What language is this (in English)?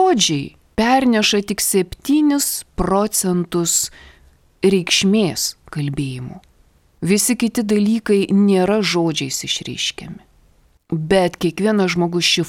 Lithuanian